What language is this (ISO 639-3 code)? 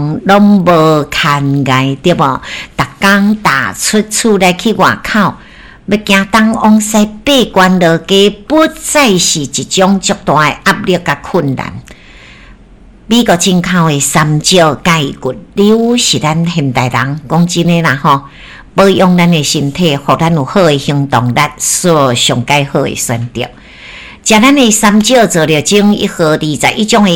nan